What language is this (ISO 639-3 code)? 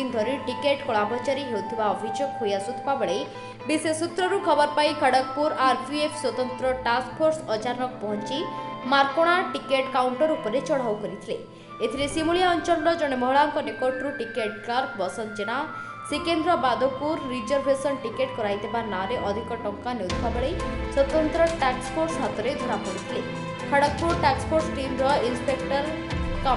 ori